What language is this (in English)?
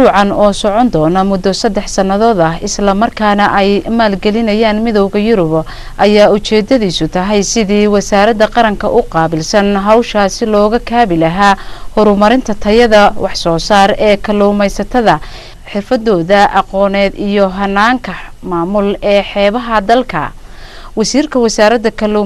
Somali